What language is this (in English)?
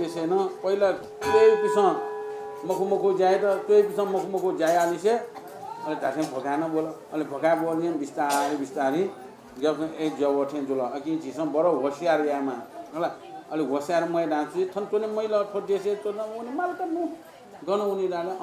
Newari